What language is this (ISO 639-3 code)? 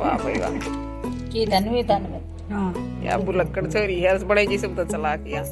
bgc